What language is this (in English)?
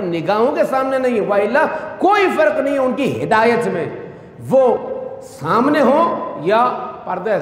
Urdu